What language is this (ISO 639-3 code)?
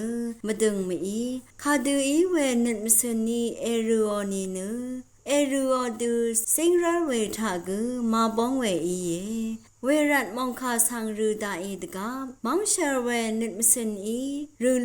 raw